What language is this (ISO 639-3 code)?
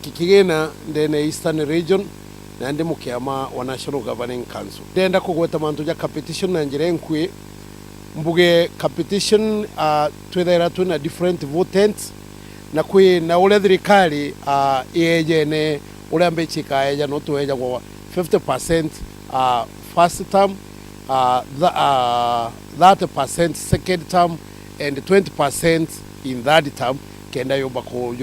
mer